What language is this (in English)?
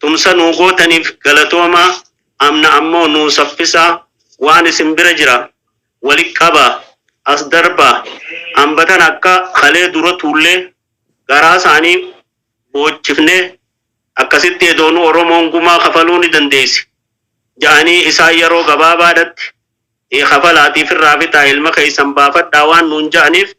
Oromo